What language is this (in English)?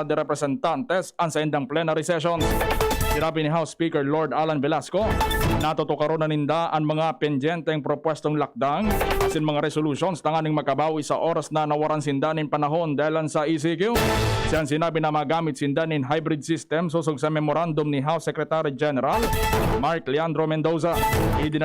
Bikol